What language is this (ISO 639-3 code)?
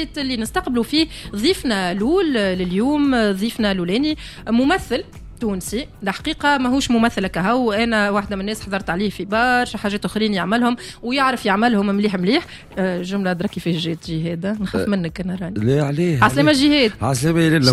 aeb